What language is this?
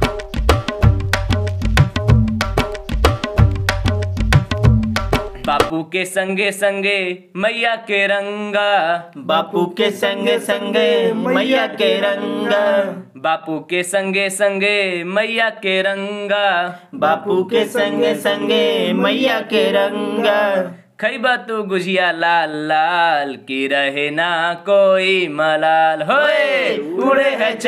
Bhojpuri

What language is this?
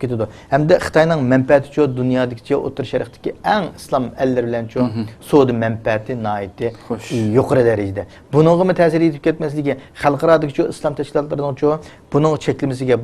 Uyghur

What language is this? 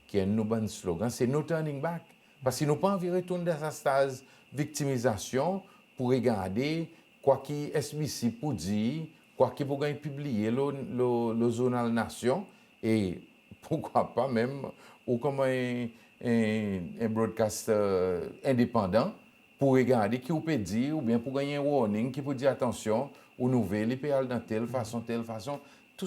Seselwa Creole French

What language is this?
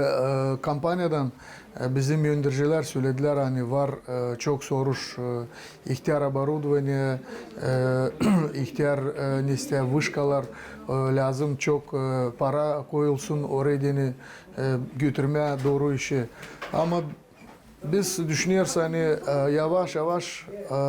Gagauz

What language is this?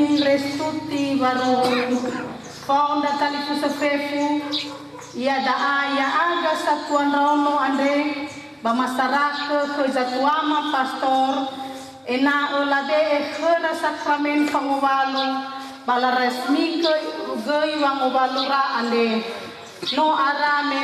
Nias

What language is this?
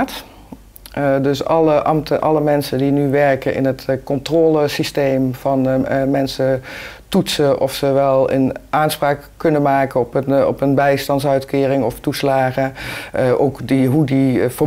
Dutch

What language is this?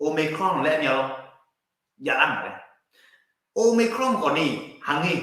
Akha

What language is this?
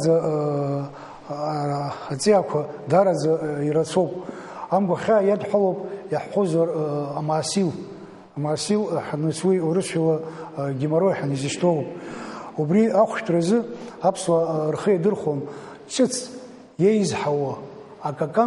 Abkhazian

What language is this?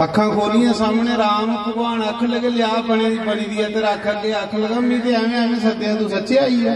Dogri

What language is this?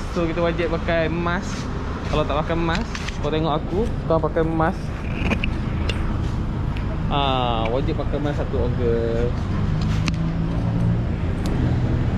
Malay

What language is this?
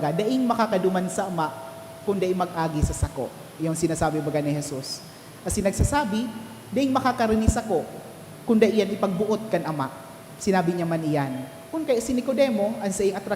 Bikol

